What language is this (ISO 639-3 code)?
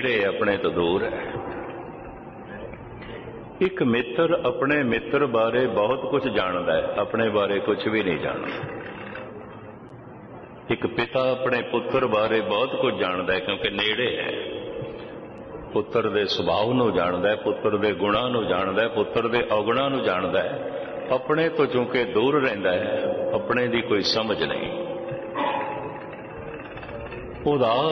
pan